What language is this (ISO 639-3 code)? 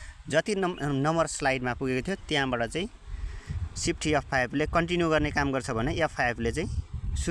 nep